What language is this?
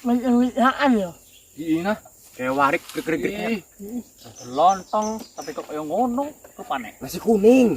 Banjar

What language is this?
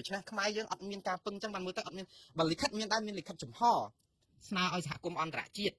Khmer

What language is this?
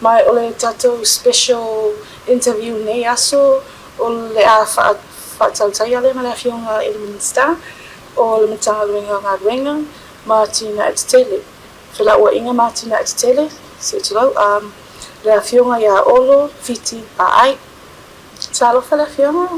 Samoan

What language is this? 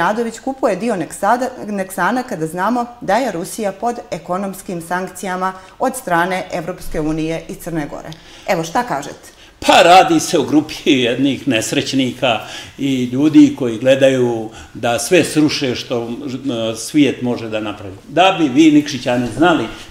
Serbian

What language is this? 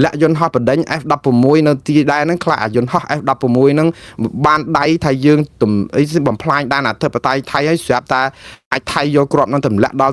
Khmer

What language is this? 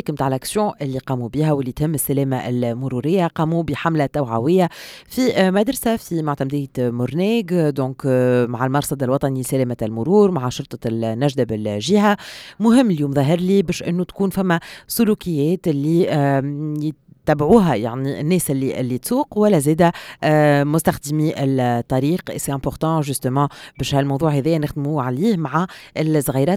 Tunisian Arabic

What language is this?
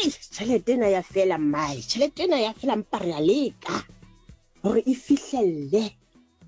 Southern Sotho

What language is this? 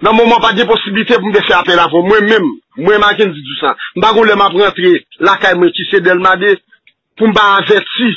Haitian Creole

